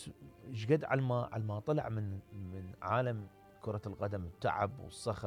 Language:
Mesopotamian Arabic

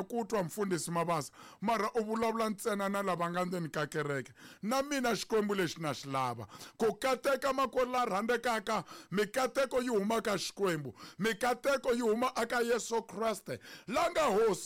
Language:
Tsonga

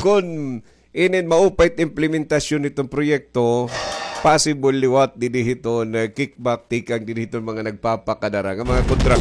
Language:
Waray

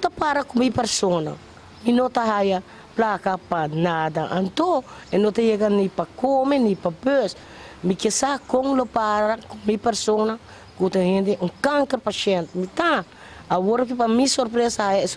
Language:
Papiamento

